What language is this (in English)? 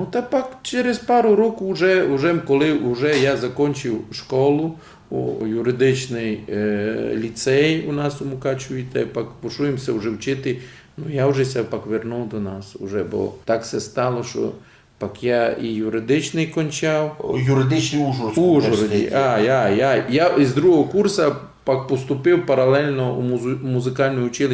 Rusyn